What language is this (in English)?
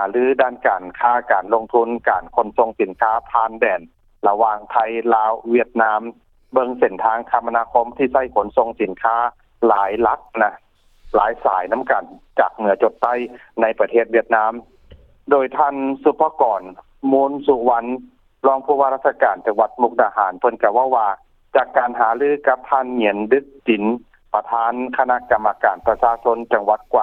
Lao